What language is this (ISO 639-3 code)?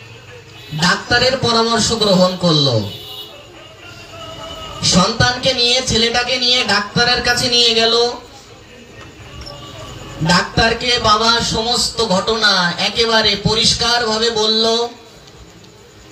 ben